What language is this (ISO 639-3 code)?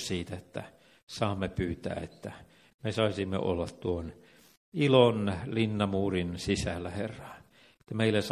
fin